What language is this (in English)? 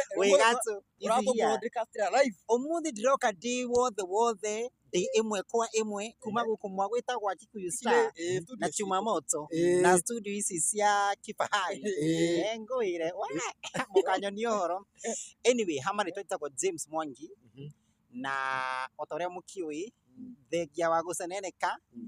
Kikuyu